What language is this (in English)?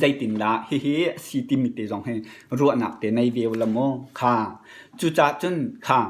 Hakha Chin